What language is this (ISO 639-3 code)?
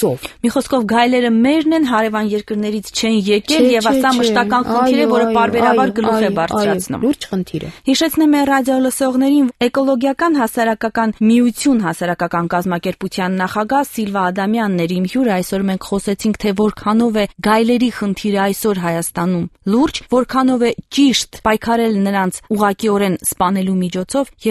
hye